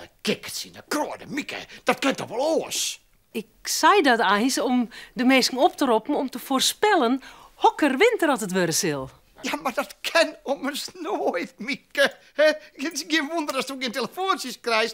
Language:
Western Frisian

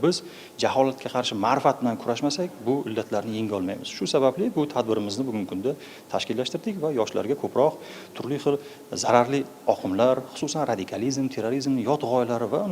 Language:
Uzbek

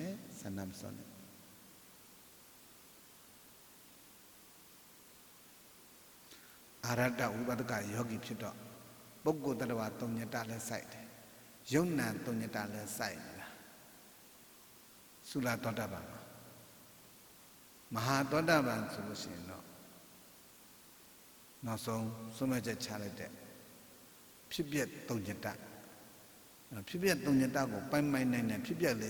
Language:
Burmese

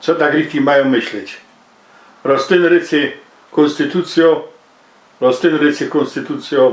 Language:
Silesian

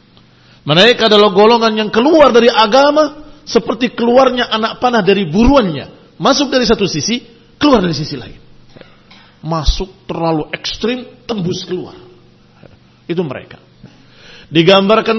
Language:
Indonesian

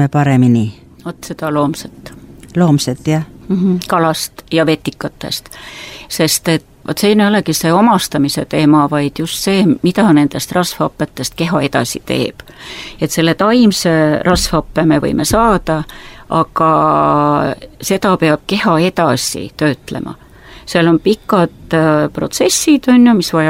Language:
Estonian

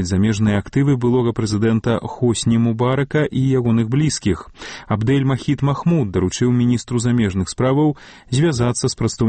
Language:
Belarusian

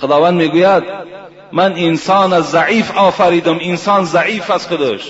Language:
Tajik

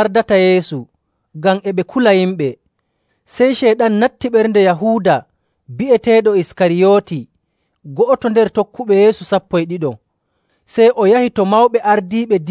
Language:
Nigerian Fulfulde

